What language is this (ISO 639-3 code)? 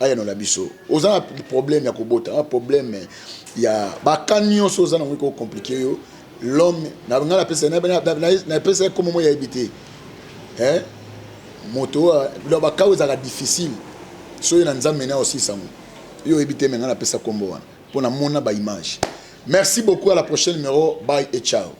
lin